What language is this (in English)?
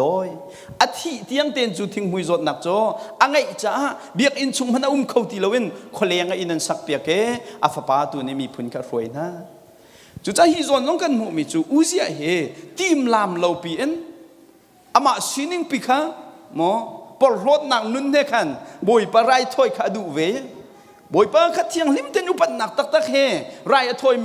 Hakha Chin